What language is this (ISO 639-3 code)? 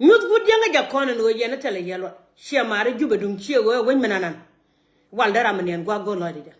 nus